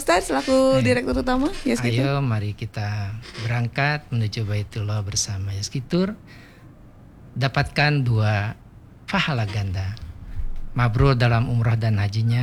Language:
Indonesian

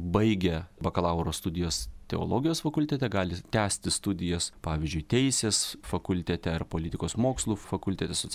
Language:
Lithuanian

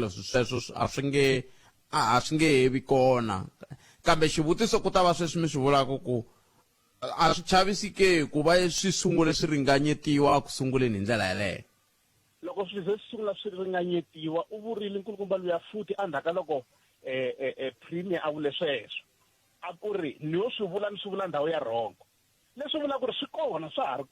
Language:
Tsonga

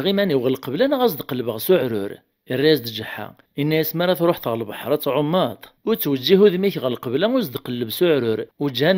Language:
Kabyle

